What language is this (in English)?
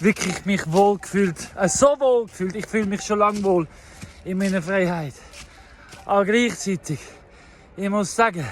Swiss German